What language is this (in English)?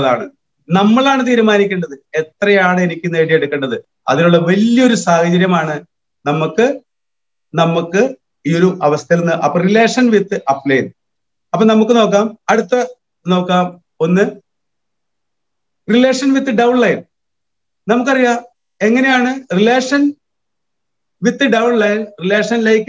Malayalam